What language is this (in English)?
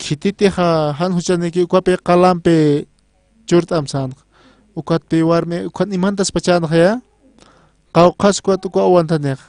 Aymara